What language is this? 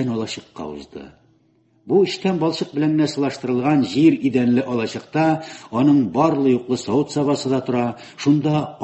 Tatar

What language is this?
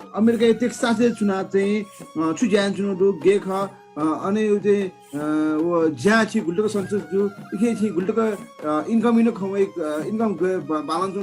Newari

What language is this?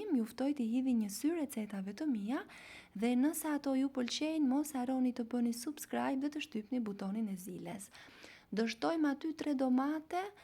Albanian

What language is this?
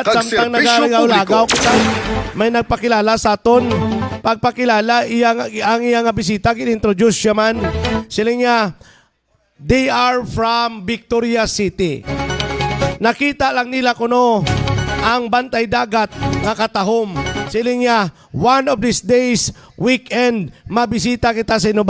Hiligaynon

